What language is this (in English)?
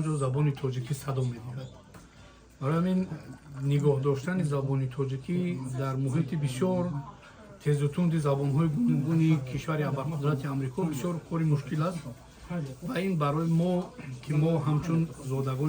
Tajik